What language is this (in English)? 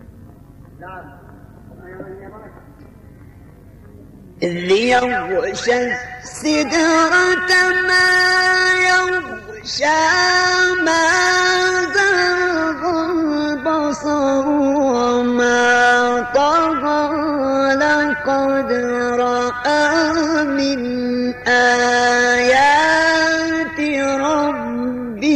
Arabic